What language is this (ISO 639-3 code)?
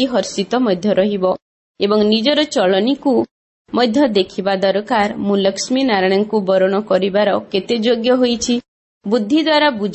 ori